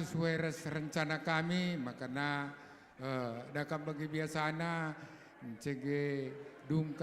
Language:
Batak Karo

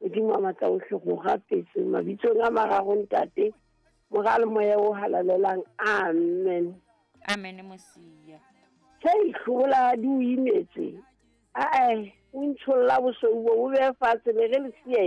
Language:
Southern Sotho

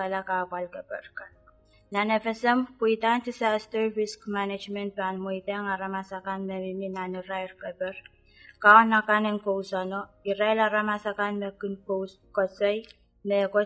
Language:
Pohnpeian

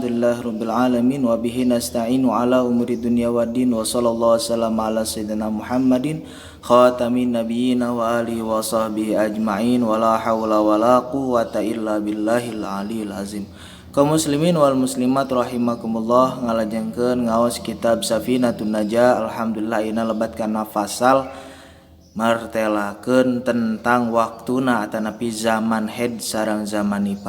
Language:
Sundanese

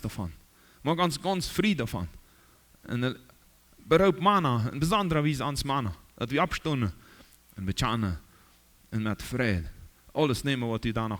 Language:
Plautdietsch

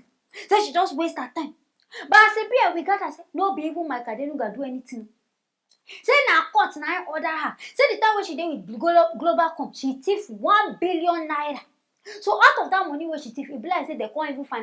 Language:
Nigerian Pidgin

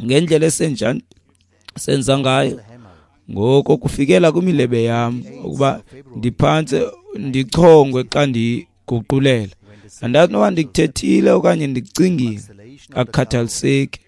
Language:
Xhosa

